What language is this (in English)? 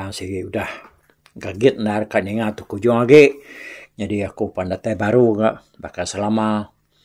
Iban